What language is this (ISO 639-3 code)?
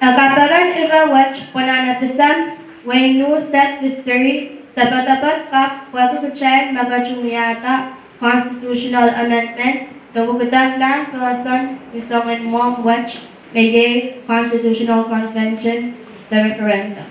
pon